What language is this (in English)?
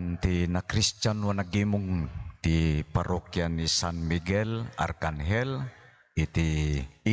Iloko